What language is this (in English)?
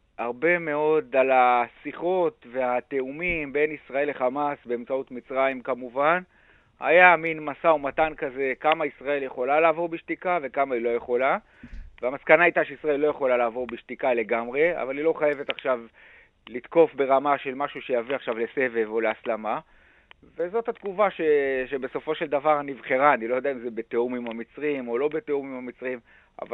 Hebrew